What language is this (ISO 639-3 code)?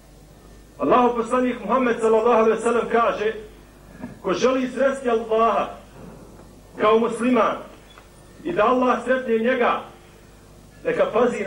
bos